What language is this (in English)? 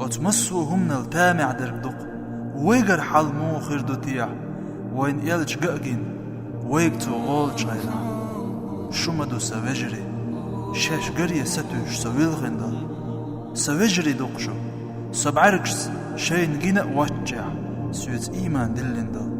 Chechen